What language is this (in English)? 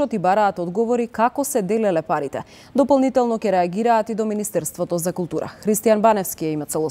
Macedonian